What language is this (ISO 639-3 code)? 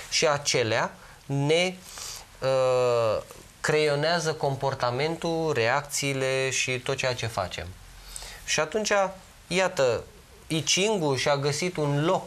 ron